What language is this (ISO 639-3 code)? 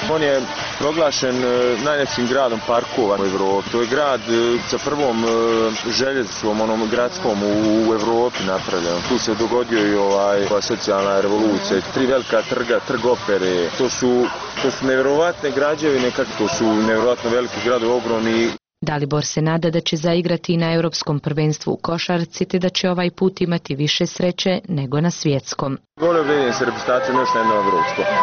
bos